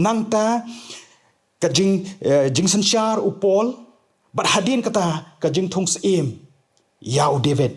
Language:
Khasi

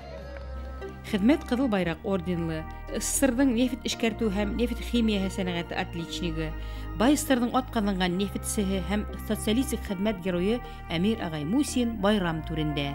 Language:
Bashkir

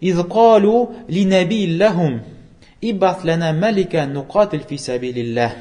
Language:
Tatar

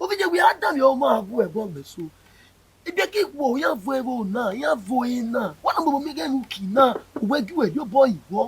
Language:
Bini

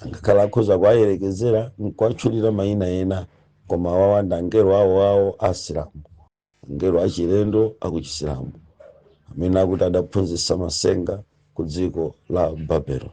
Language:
Nyanja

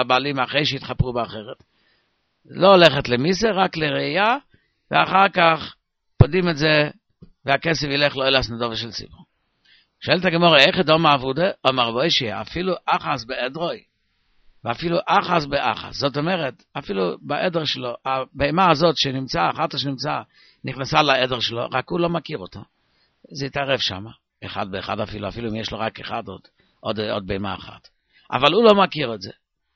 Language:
Hebrew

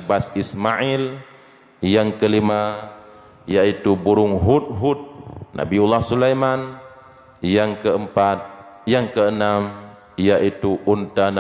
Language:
Achinese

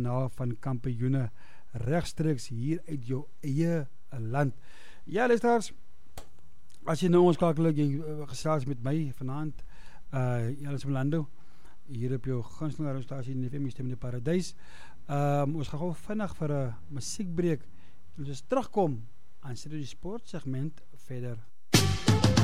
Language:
Afrikaans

